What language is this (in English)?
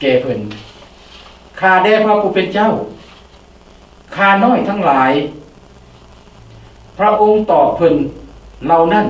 Lao